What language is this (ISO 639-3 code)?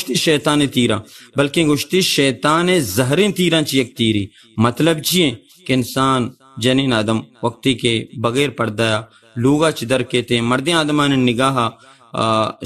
bal